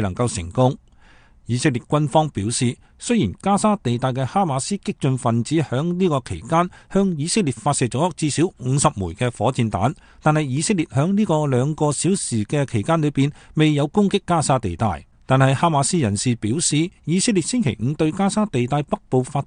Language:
Cantonese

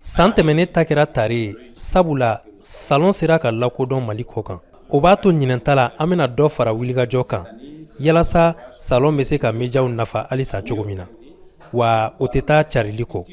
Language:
Bambara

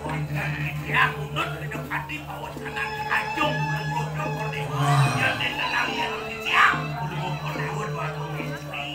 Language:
Balinese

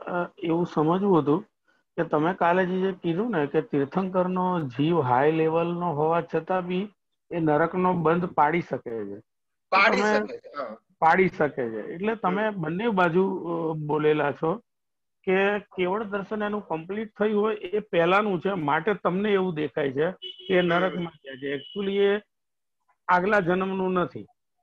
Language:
Gujarati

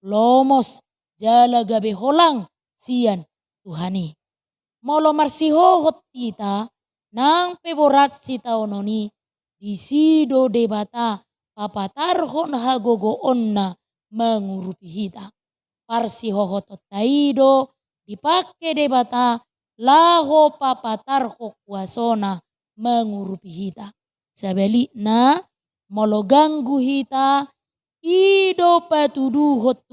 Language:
Batak Toba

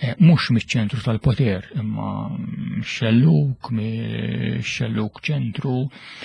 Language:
Maltese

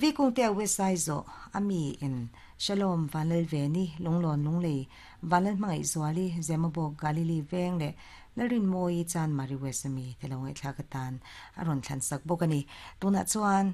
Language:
Mizo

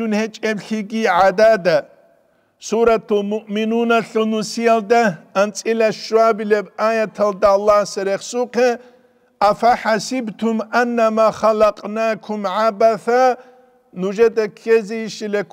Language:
Avaric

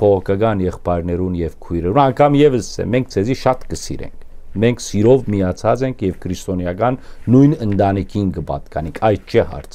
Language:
Western Armenian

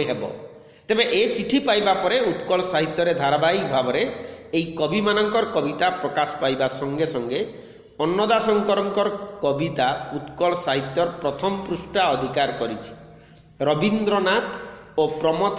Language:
Odia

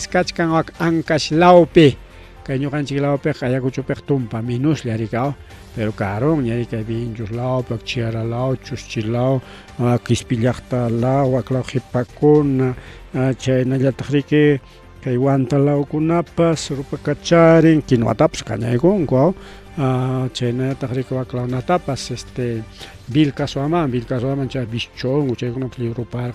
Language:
Ayacucho Quechua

